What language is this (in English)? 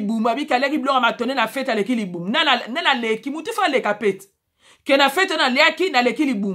Lingala